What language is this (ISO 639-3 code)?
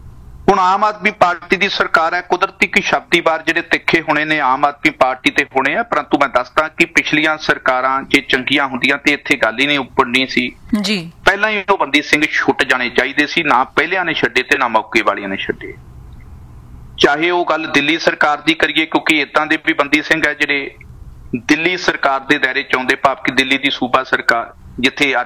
pan